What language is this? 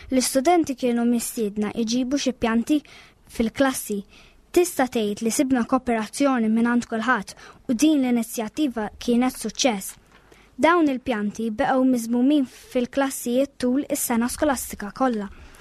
Maltese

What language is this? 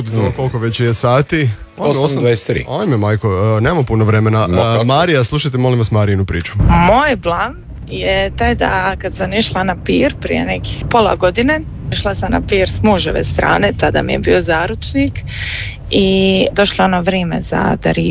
Croatian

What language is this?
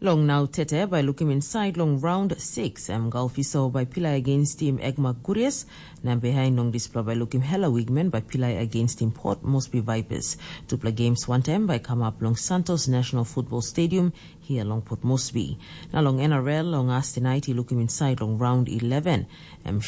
Tok Pisin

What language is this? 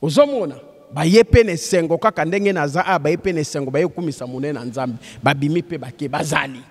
Lingala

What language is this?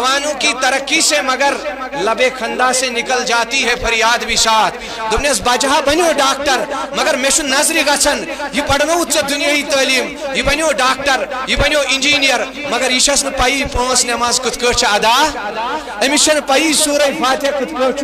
Kashmiri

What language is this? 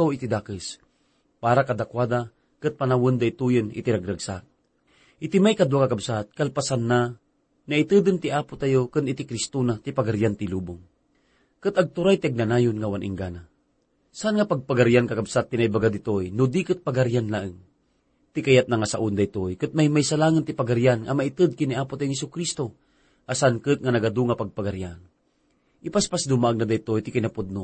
Iloko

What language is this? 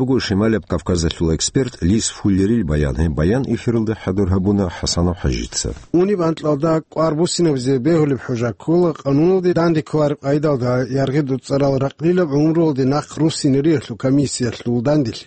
Avaric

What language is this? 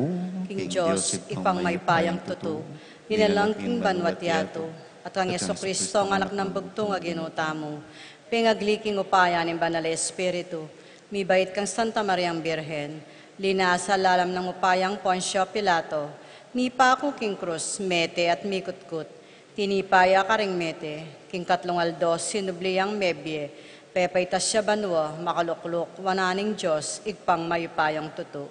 Pampanga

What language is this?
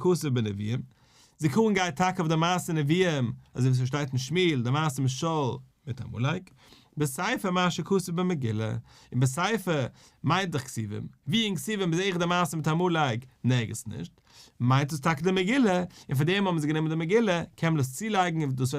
Yiddish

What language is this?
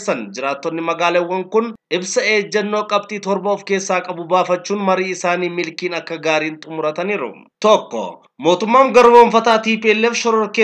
Oromo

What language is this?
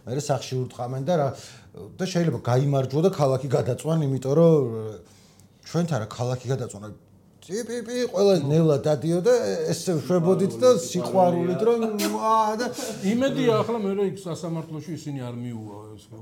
Georgian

